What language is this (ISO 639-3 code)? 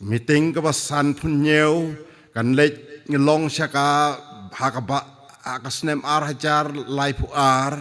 kha